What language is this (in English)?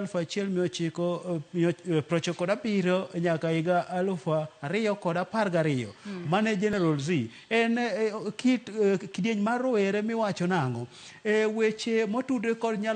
Luo (Kenya and Tanzania)